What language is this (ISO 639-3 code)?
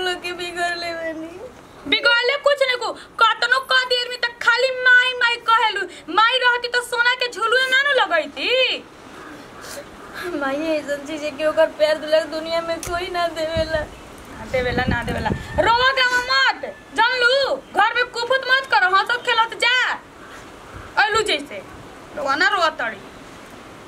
bho